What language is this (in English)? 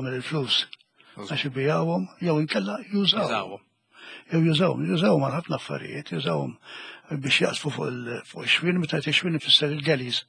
Maltese